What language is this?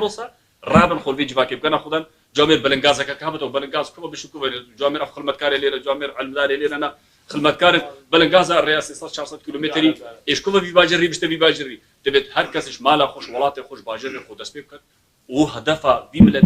Kurdish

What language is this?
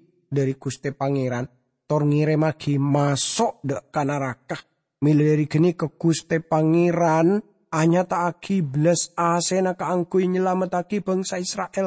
Madurese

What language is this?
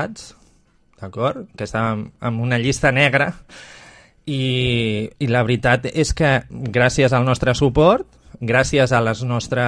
Catalan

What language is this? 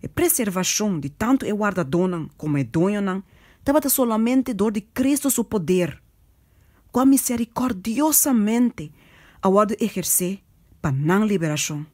Papiamento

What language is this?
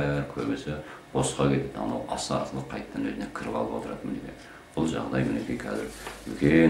Kazakh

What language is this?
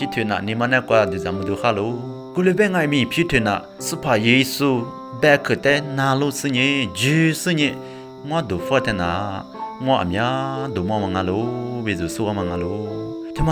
Lisu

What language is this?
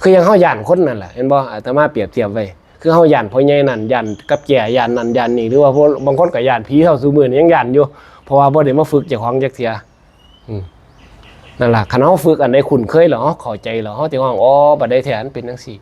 Northeastern Thai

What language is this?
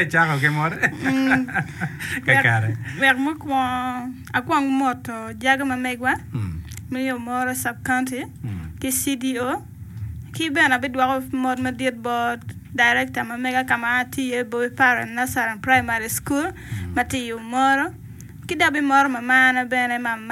Acoli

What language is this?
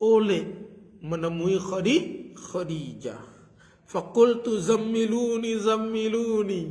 Sasak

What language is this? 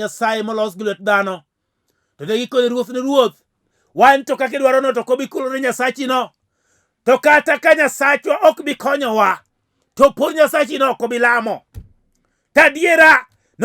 Luo (Kenya and Tanzania)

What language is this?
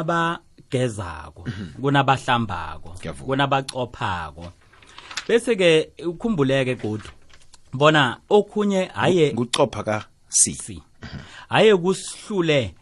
South Ndebele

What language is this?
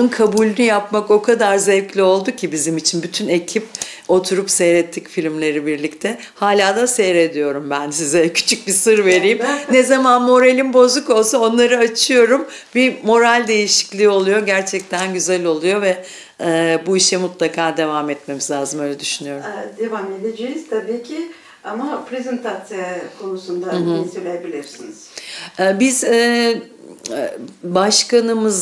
Gagauz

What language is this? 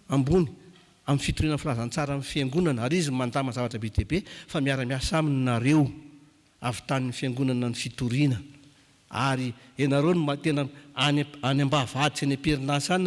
Malagasy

